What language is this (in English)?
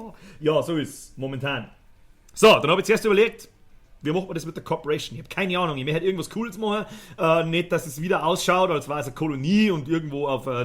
Bavarian